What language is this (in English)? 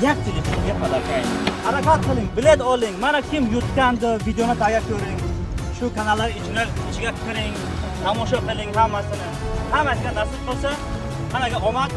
Tajik